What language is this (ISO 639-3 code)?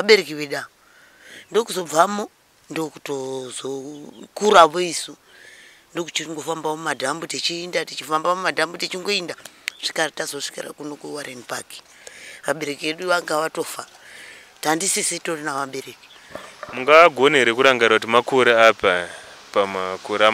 sna